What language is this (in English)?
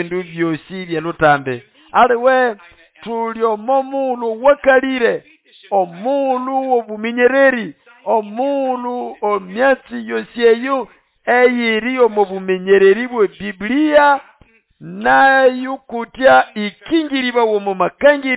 Nande